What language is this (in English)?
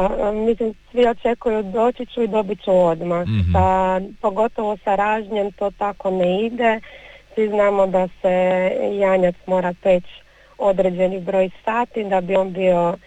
Croatian